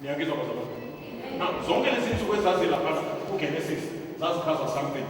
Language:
Zulu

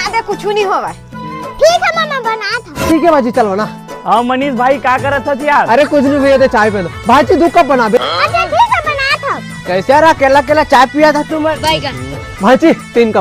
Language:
Chhattisgarhi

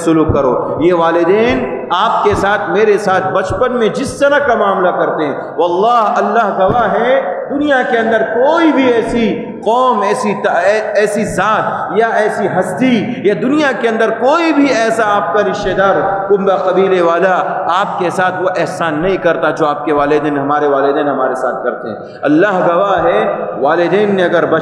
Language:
Urdu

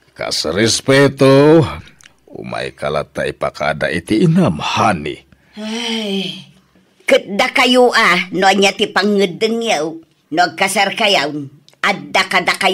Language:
Iloko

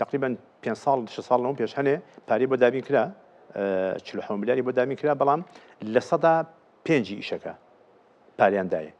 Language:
Central Kurdish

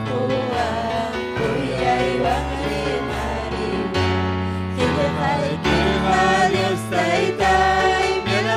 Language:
Ayacucho Quechua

